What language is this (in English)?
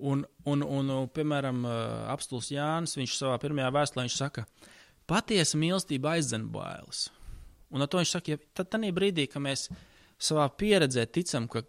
Latvian